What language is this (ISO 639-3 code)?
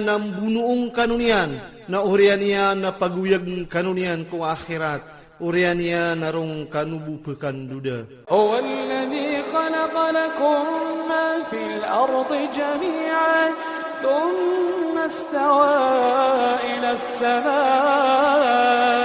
ilp